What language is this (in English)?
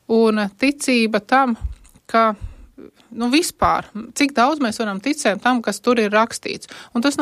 Latvian